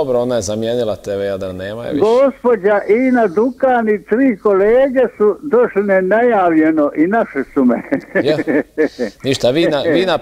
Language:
Croatian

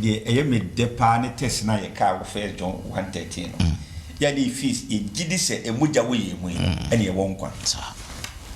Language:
Akan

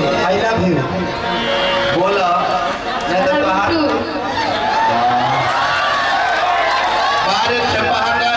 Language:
Bhojpuri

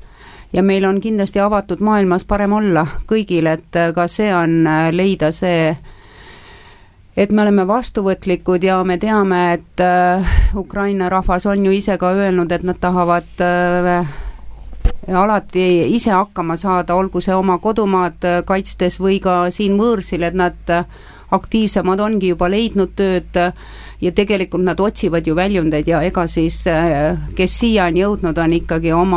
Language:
Estonian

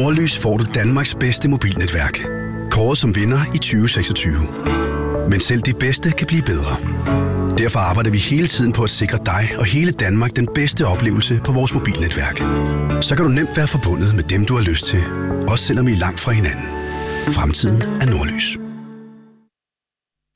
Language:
Danish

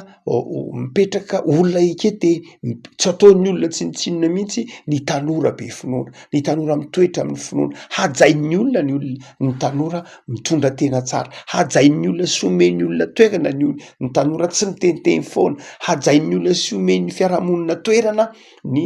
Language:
Malagasy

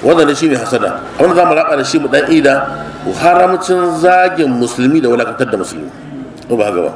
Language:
Hausa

